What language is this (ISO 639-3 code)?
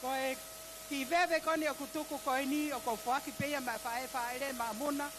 ton